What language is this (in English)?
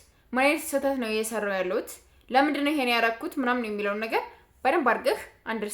Amharic